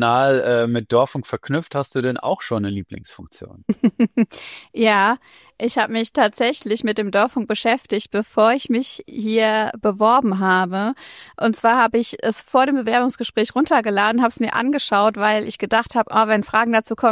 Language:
German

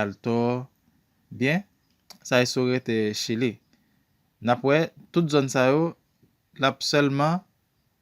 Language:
Haitian Creole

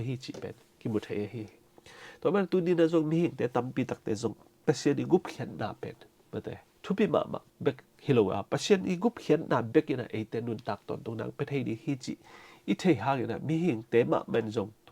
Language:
Tedim Chin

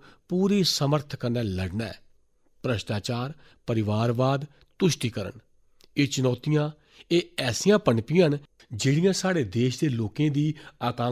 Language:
Dogri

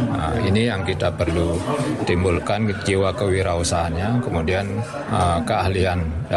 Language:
Indonesian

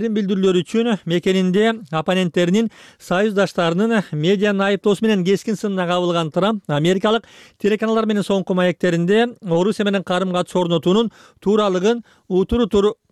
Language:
Kyrgyz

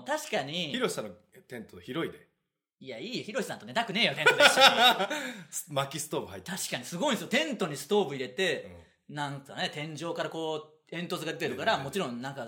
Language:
Japanese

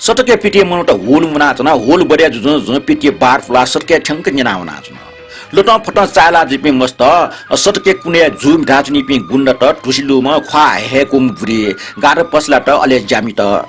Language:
Newari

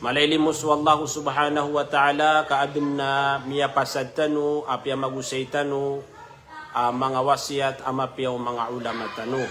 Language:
Maranao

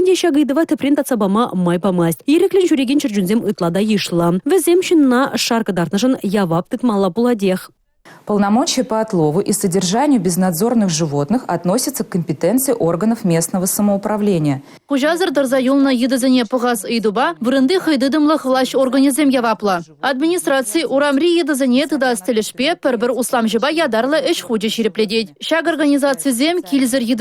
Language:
Chuvash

